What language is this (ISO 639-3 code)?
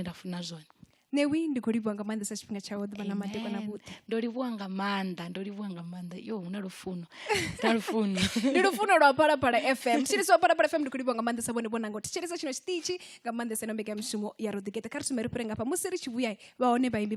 ven